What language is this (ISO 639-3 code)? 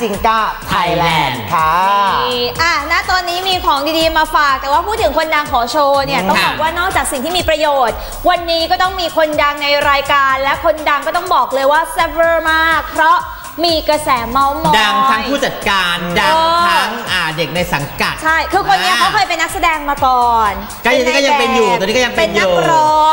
tha